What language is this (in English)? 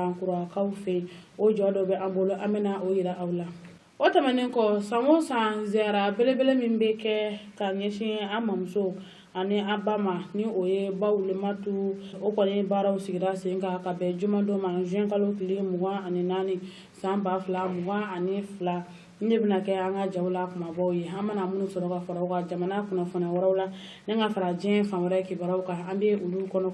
Bambara